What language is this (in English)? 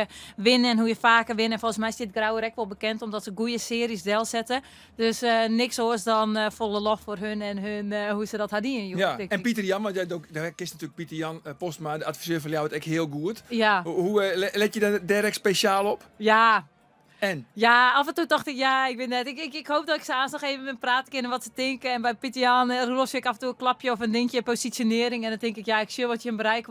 Western Frisian